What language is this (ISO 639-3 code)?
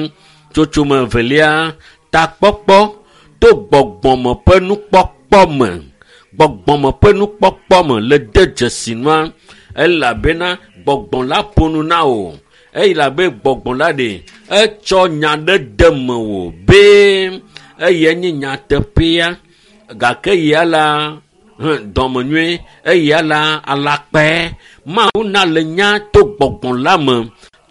ewe